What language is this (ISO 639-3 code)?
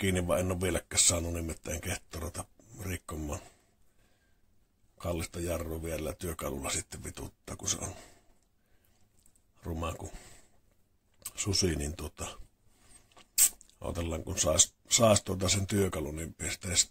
fin